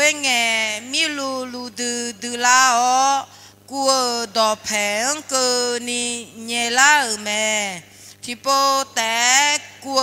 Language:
Akha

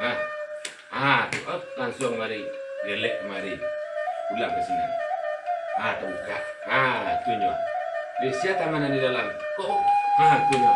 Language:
Minangkabau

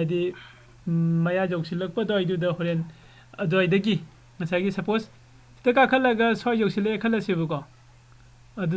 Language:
Manipuri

